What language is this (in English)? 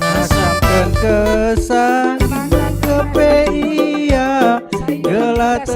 Batak Karo